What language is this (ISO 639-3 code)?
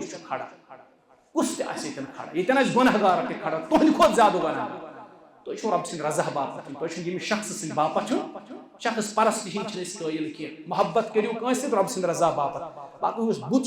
kas